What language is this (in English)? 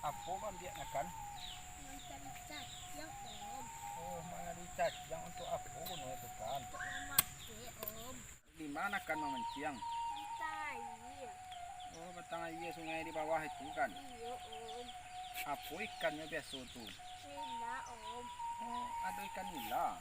Minangkabau